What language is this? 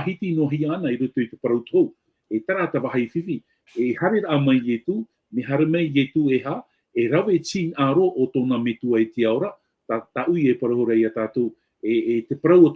Tahitian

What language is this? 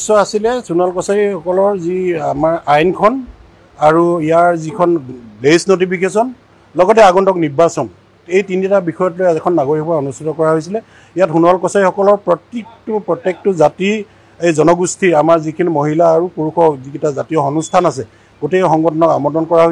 Assamese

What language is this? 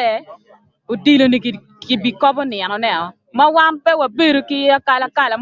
Acoli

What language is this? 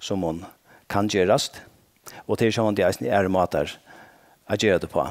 Faroese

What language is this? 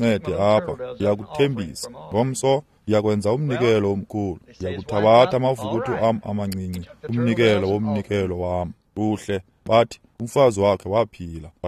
Xhosa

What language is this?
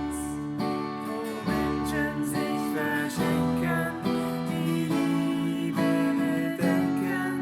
Swiss German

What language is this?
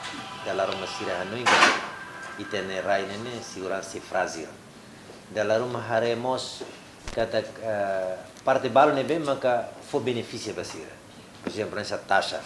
Tetum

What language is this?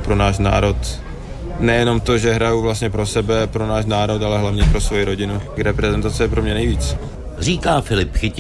Czech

